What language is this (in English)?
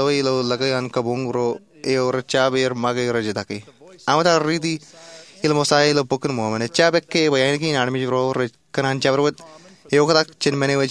Marshallese